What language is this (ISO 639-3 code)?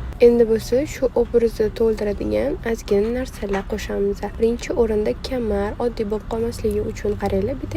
uzb